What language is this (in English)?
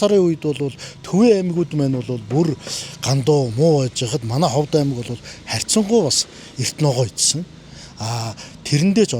Mongolian